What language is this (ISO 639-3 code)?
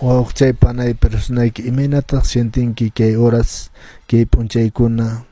que